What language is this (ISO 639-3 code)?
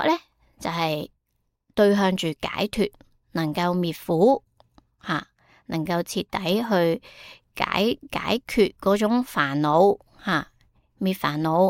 yue